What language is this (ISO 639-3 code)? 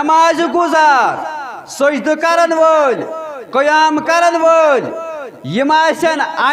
kas